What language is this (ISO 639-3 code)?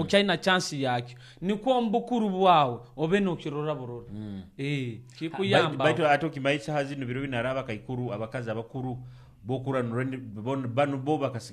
nyo